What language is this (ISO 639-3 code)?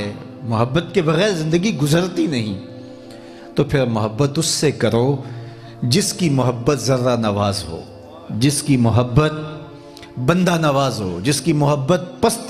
urd